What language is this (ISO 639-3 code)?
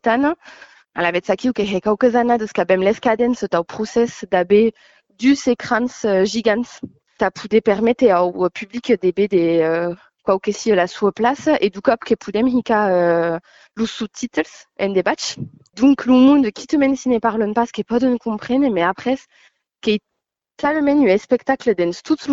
oci